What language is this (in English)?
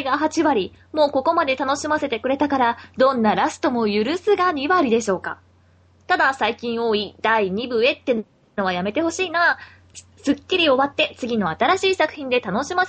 Japanese